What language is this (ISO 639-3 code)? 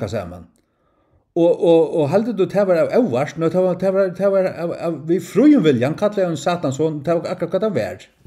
fao